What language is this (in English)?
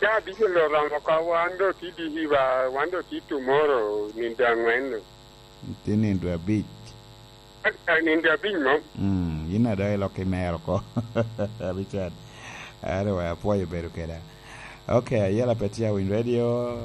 Lango (Uganda)